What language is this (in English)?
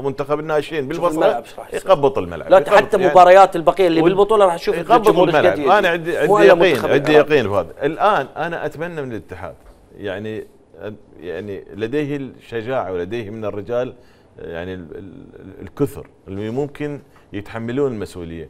Mesopotamian Arabic